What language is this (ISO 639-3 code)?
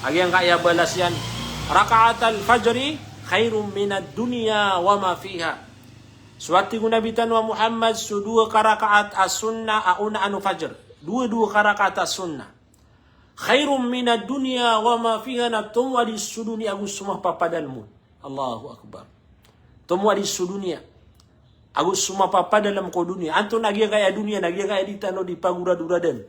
mrw